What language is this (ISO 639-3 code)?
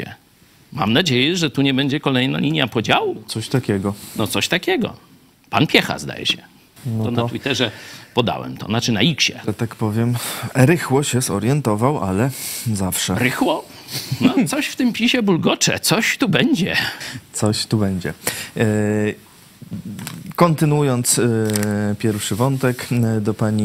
pol